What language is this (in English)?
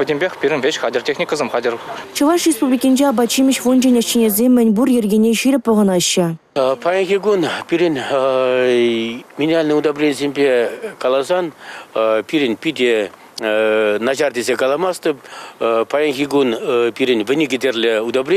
Chuvash